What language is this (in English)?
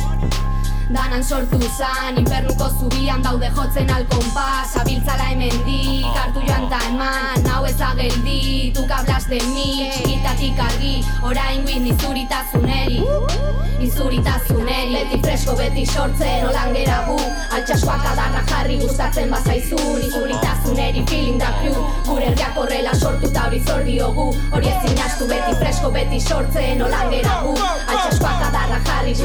Basque